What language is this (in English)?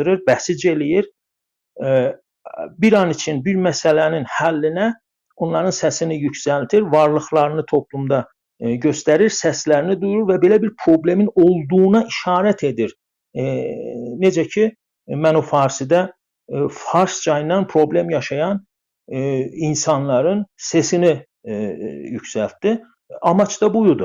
South Azerbaijani